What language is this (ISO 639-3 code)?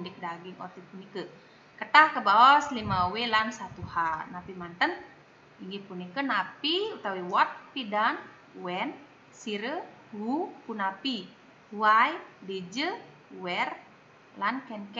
ban